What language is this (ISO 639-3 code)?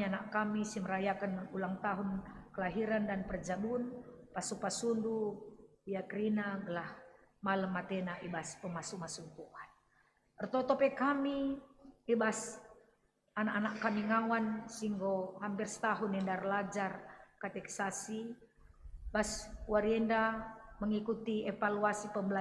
btx